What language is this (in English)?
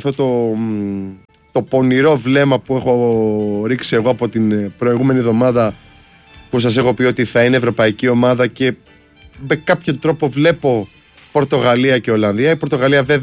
Greek